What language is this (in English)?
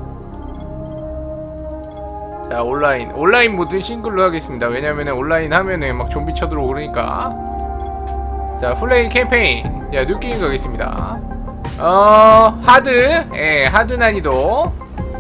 Korean